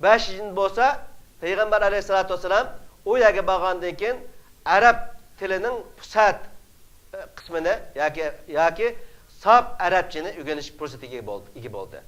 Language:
Uyghur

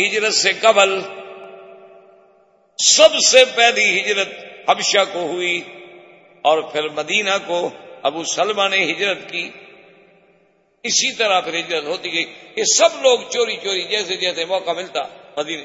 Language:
Urdu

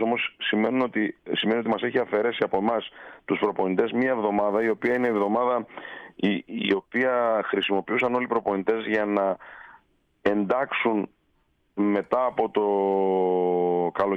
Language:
Greek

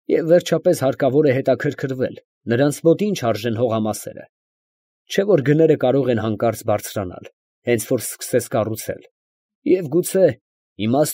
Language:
Armenian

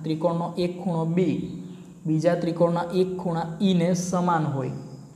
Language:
Gujarati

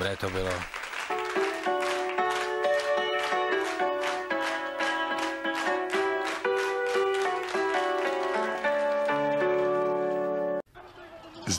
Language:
Czech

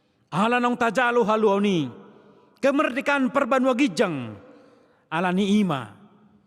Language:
Batak Toba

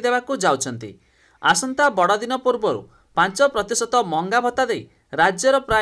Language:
Odia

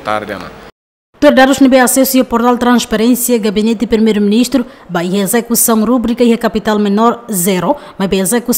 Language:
Tetum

